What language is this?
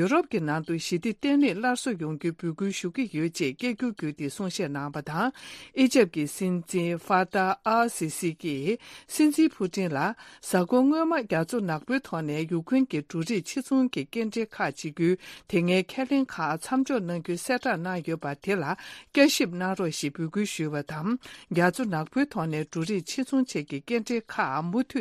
Tibetan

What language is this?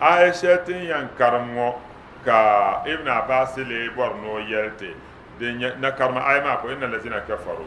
Dagbani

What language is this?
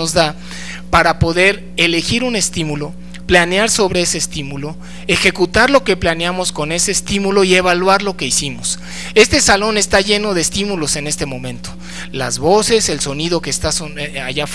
Spanish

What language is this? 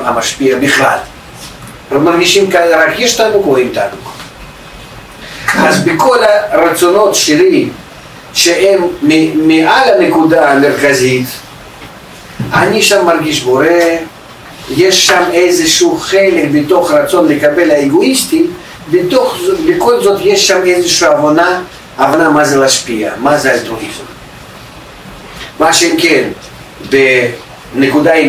Hebrew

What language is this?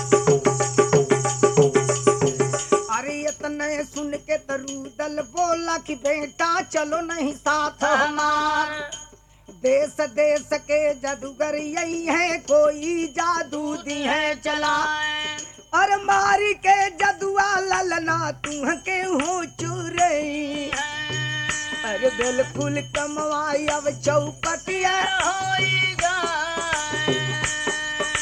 Bhojpuri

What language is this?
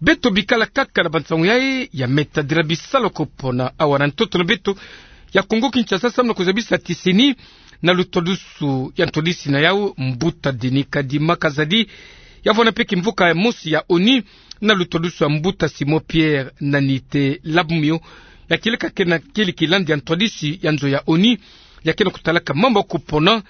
Kituba (Democratic Republic of Congo)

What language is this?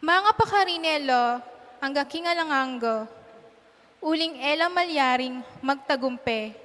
Pampanga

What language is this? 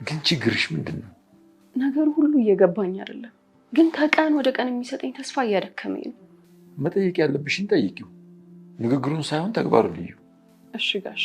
Amharic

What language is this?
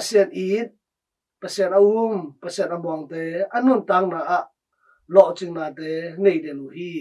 Tedim Chin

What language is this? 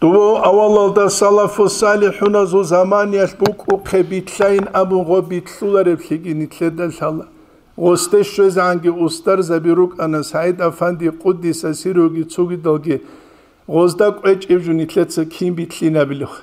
Avaric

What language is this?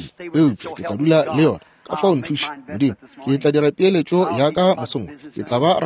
Northern Sotho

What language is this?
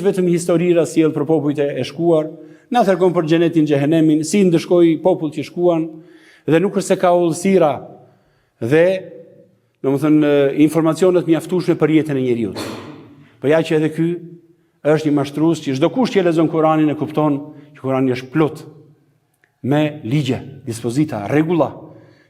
Albanian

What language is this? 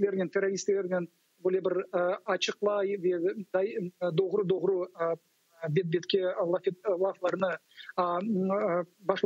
Crimean Tatar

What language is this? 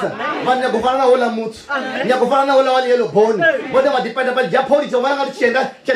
Venda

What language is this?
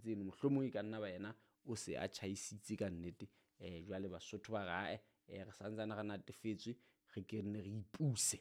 Southern Sotho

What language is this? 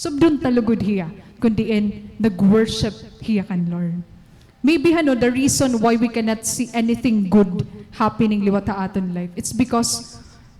Waray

